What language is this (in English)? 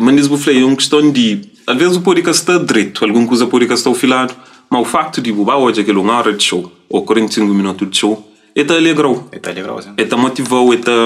Kabuverdianu